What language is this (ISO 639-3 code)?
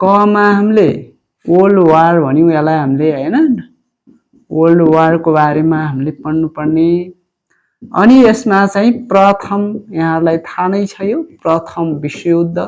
nep